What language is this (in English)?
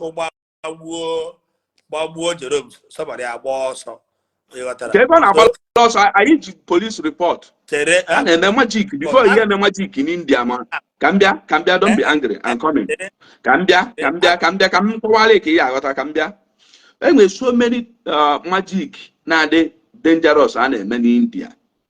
Igbo